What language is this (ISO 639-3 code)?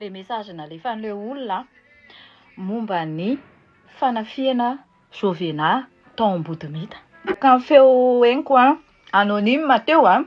mlg